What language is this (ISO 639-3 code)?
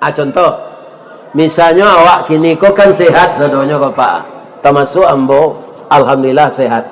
min